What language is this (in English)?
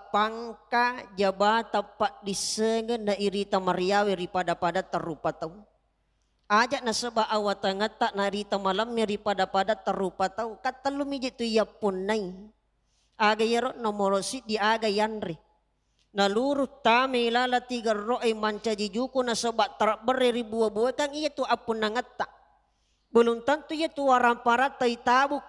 Buginese